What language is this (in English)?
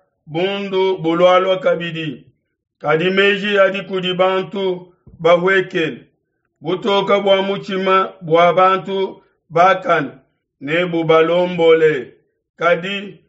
Luba-Lulua